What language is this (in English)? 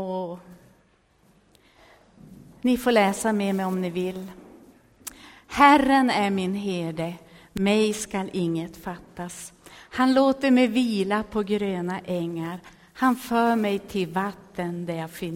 Swedish